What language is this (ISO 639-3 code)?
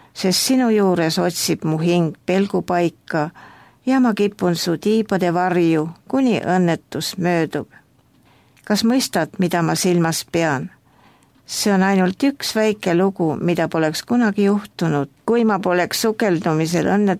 est